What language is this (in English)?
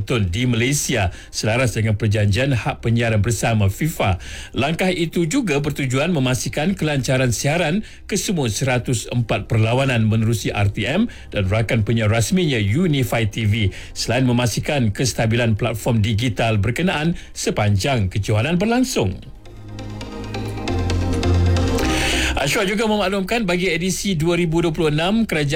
Malay